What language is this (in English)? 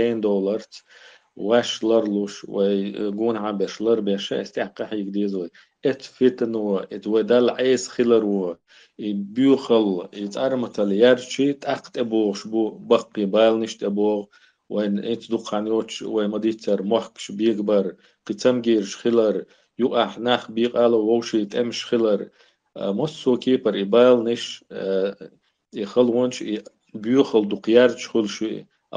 Chechen